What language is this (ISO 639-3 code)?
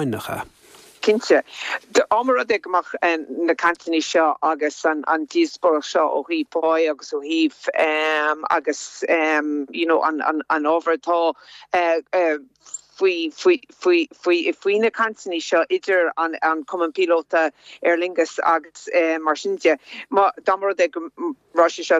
gle